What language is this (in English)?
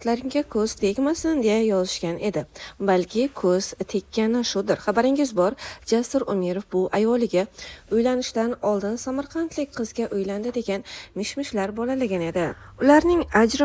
Uzbek